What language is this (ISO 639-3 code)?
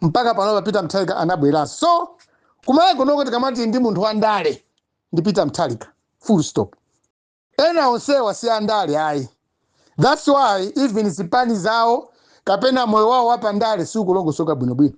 nya